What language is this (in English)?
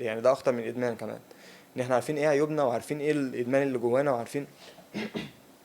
Egyptian Arabic